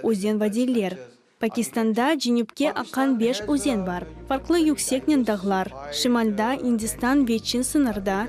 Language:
Crimean Tatar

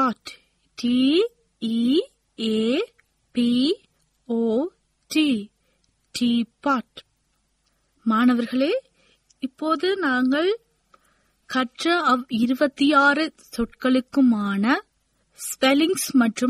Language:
Tamil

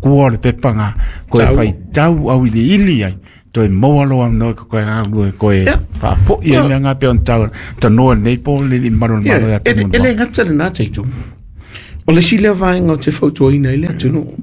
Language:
Samoan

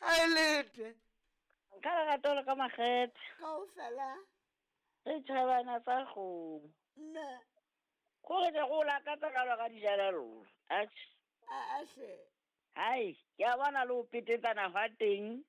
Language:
Southern Sotho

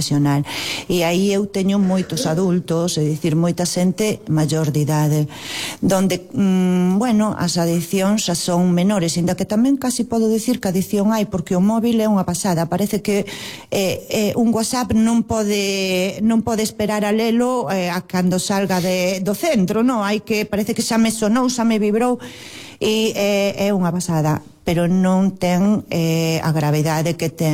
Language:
Galician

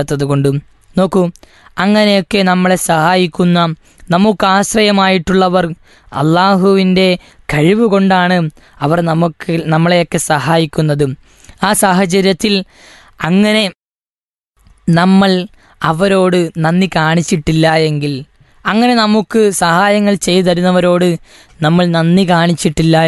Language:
Malayalam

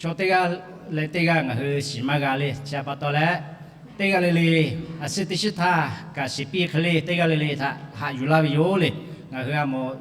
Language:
Lahu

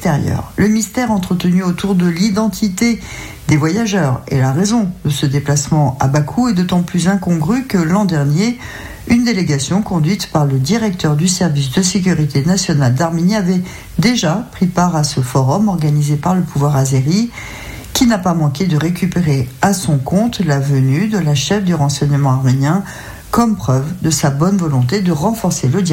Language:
French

